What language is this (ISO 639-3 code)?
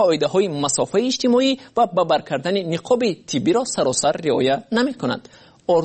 fas